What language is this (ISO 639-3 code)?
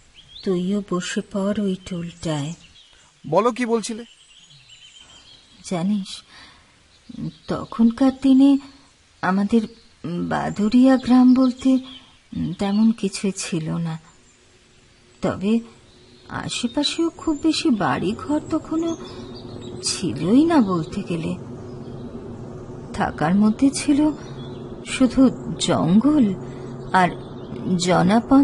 ben